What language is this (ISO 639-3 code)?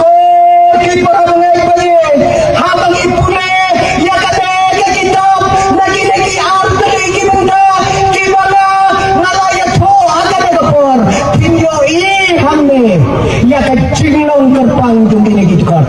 kha